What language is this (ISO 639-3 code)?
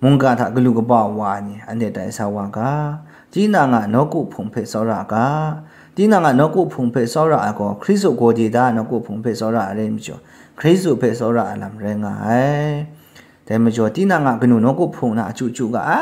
kac